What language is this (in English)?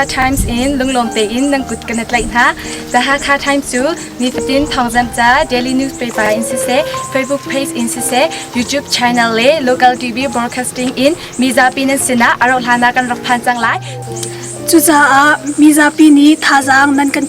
Hakha Chin